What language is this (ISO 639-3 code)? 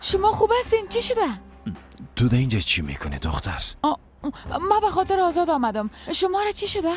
fas